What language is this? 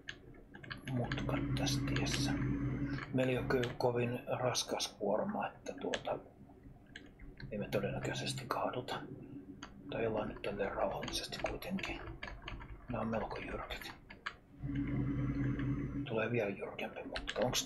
Finnish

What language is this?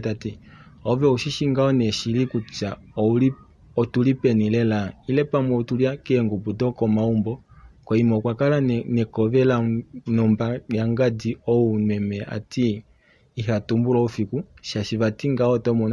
Kuanyama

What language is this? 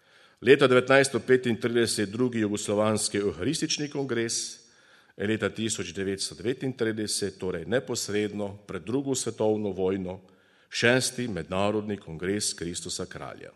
Slovenian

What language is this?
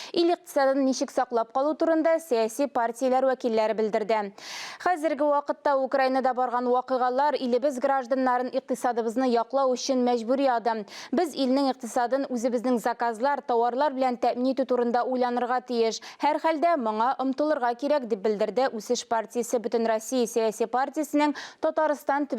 Tatar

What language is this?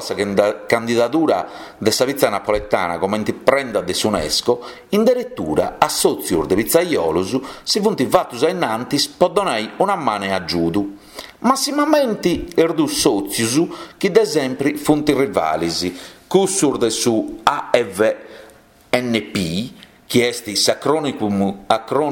Sardinian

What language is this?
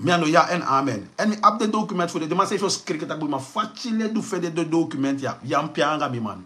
Sranan Tongo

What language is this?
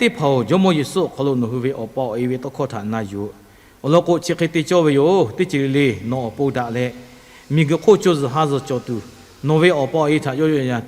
Lahu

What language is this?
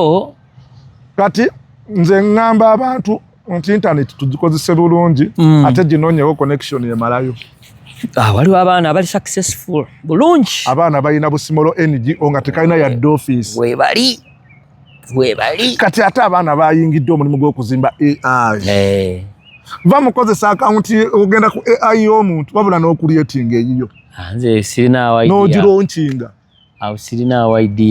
Ganda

